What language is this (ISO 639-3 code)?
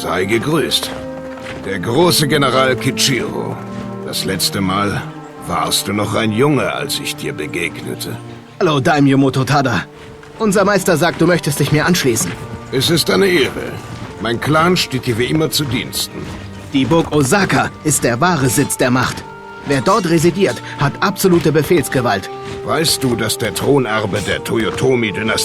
bar